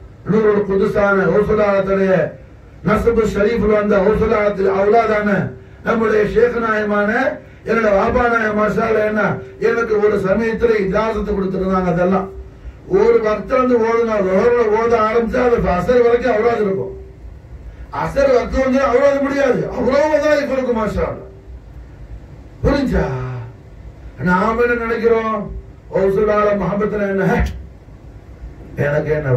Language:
Tamil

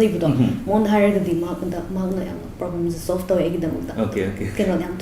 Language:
Manipuri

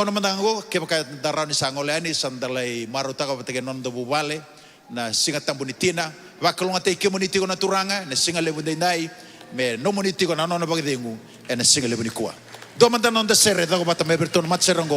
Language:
Fijian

